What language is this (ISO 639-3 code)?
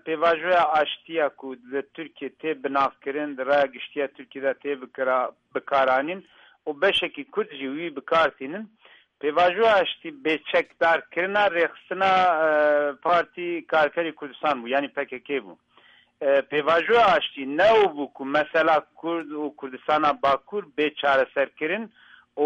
kur